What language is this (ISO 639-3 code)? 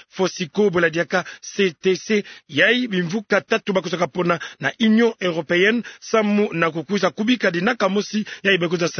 ktu